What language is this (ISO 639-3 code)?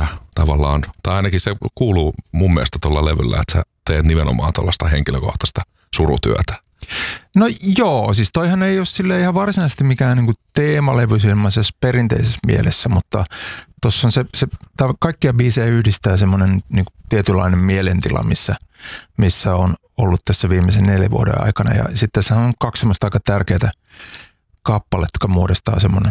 fin